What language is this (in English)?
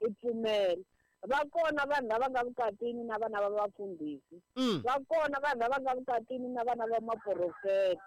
Tsonga